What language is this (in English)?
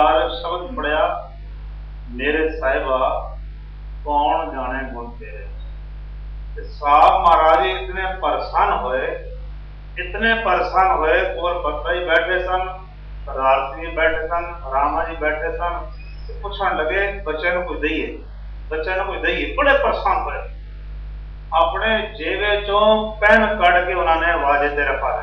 Punjabi